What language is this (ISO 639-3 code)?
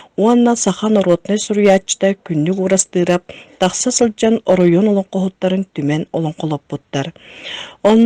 sah